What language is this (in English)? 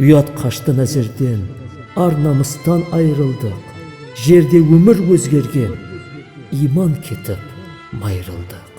Kara-Kalpak